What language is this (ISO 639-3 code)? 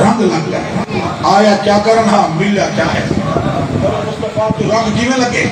skr